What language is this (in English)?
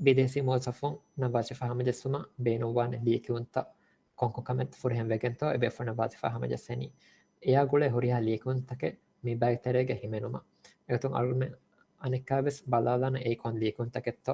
Divehi